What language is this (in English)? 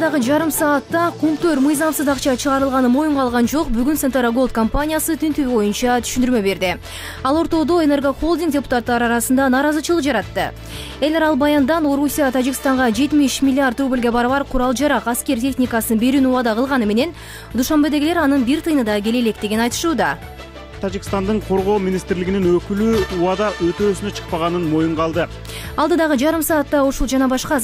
Kyrgyz